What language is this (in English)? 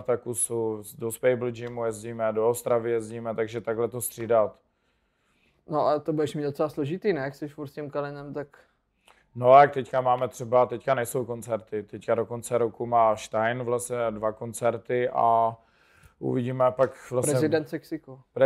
Czech